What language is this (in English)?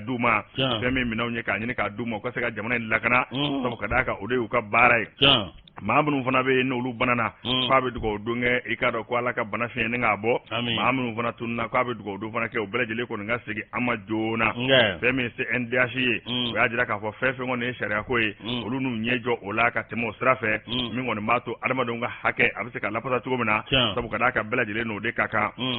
Bambara